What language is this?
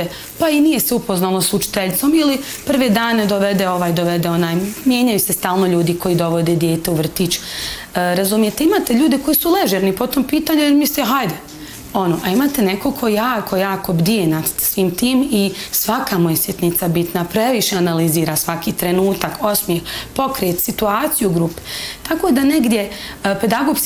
Bosnian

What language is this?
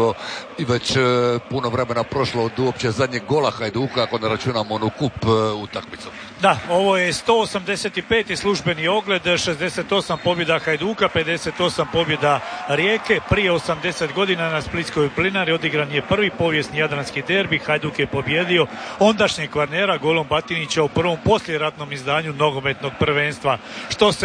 Croatian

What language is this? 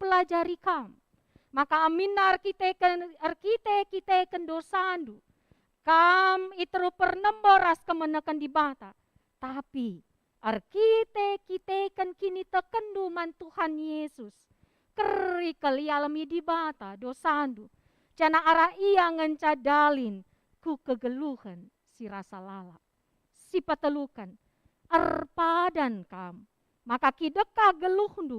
Batak Karo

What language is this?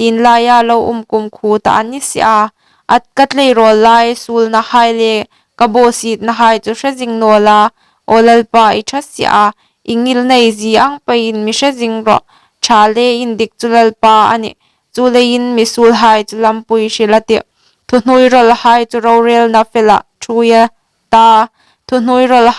Hmar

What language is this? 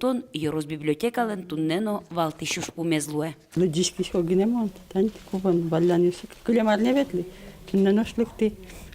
Udmurt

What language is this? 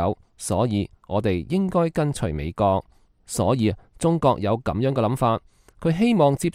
Cantonese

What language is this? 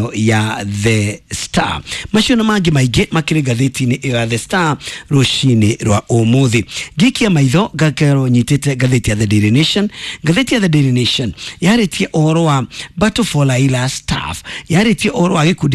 Kikuyu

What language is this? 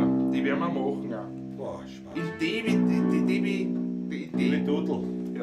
Bavarian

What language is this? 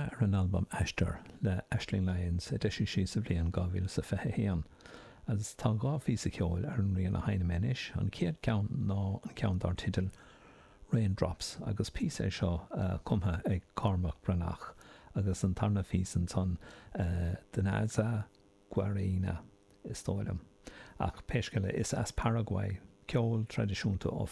Irish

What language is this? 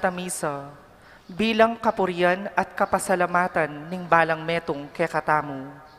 Pampanga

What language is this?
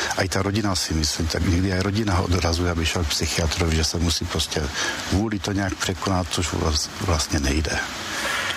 Czech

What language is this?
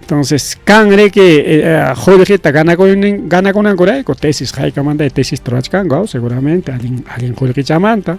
Ayacucho Quechua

